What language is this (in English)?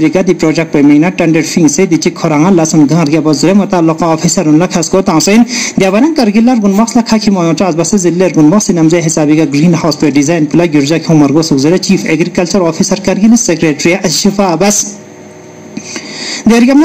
Purik